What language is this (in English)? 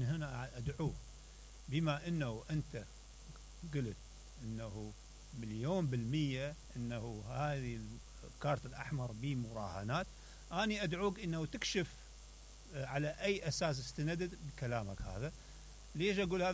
Mesopotamian Arabic